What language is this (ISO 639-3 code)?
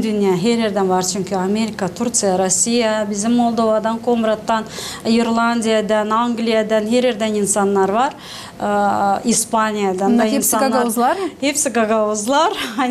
gag